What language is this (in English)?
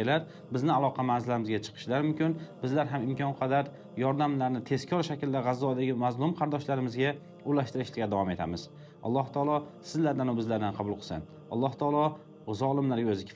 Uzbek